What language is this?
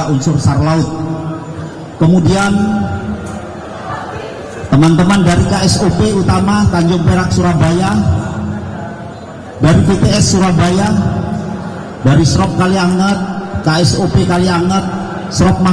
Indonesian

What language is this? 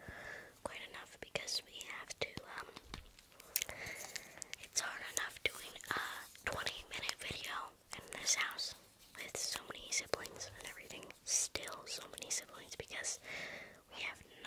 English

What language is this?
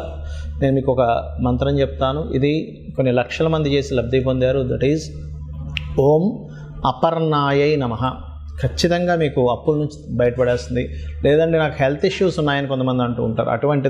Telugu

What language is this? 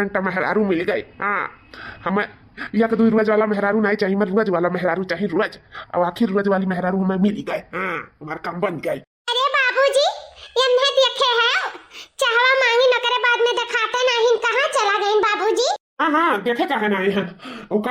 Awadhi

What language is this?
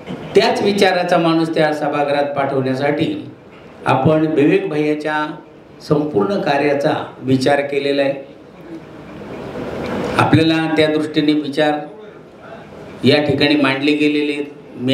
Marathi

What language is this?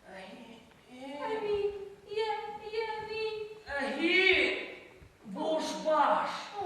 Bashkir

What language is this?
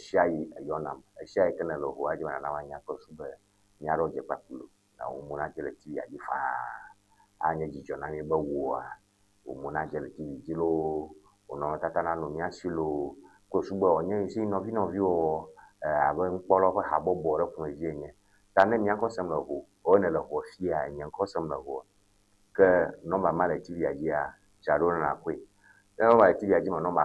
Ewe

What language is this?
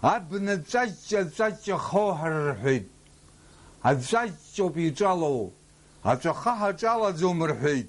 Abkhazian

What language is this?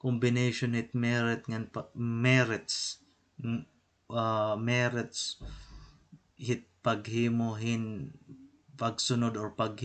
Waray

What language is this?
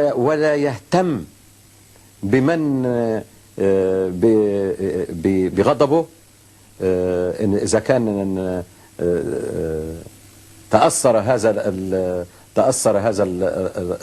Algerian Arabic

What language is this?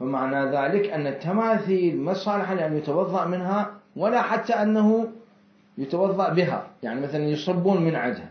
Mesopotamian Arabic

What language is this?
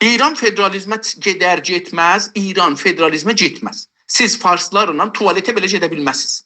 South Azerbaijani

